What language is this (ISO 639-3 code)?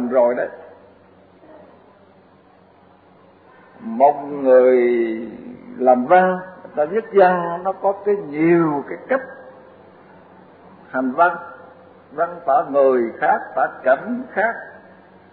vie